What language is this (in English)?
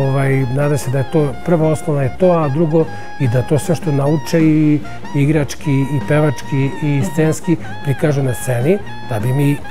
Serbian